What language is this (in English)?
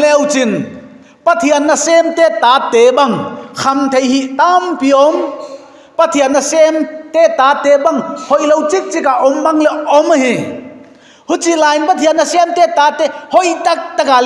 Paite Chin